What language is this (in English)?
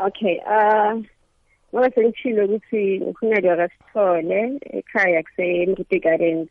South Ndebele